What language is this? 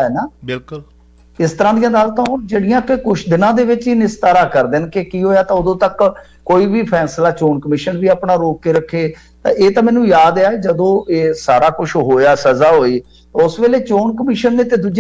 Punjabi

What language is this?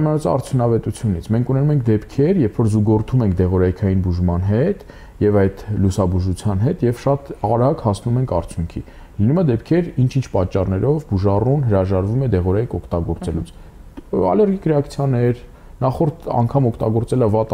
Armenian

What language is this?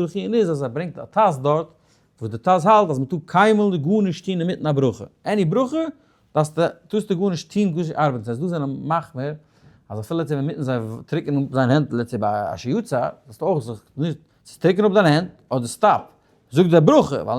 Yiddish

